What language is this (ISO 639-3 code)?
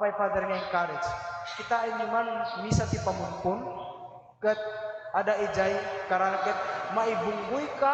ilo